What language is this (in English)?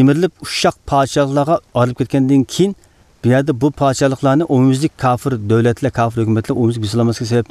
Uyghur